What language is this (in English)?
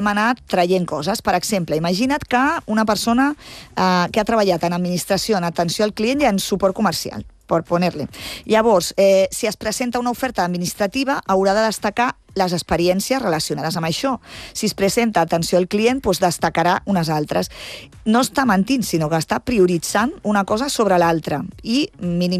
Catalan